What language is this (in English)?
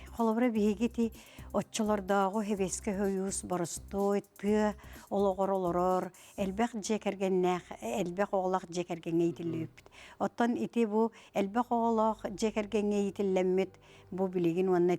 Yakut